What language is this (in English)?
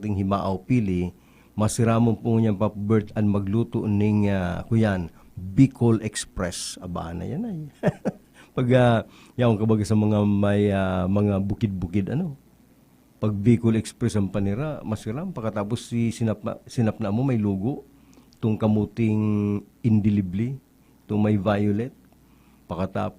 Bikol